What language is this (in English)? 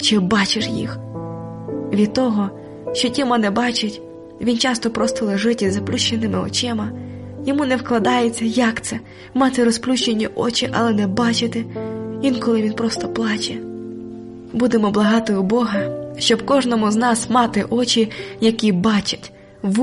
Ukrainian